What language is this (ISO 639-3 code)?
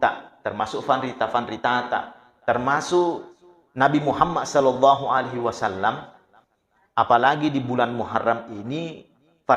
bug